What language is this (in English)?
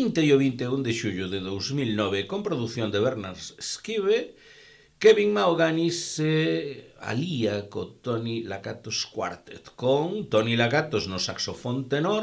Galician